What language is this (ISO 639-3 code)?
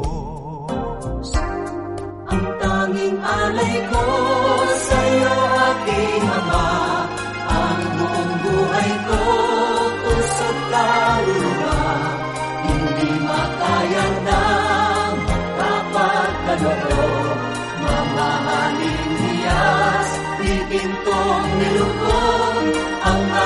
fil